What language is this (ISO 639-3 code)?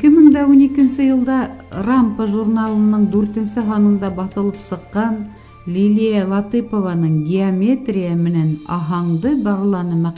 bak